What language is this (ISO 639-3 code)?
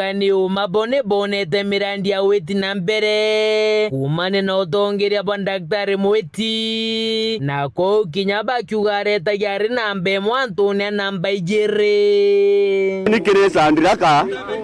mer